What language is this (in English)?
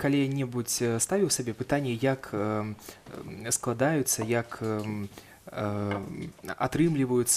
Belarusian